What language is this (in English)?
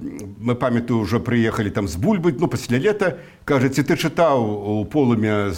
Belarusian